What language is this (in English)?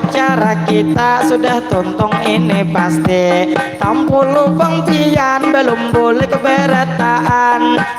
Banjar